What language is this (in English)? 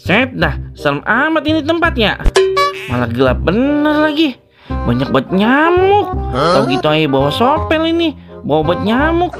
Betawi